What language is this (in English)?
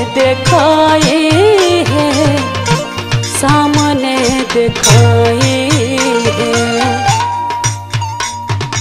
Bhojpuri